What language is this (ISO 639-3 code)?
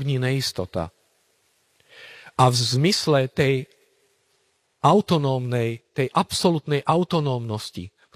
slk